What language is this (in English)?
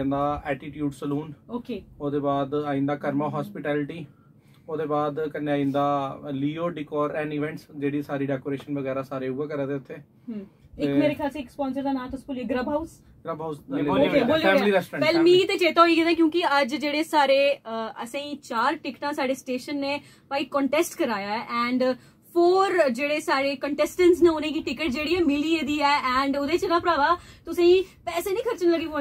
Dogri